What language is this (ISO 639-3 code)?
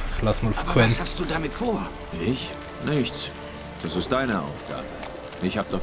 gsw